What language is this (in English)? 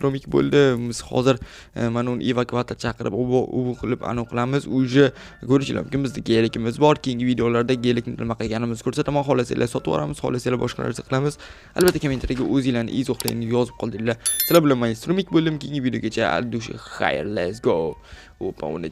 Uzbek